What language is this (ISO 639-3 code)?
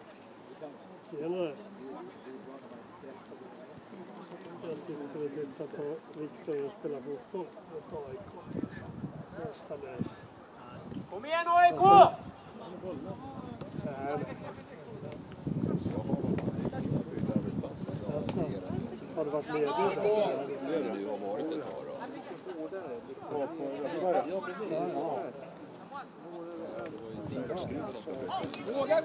swe